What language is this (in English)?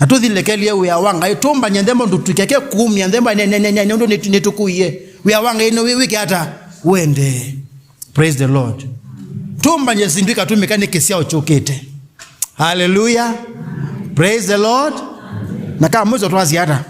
Kamba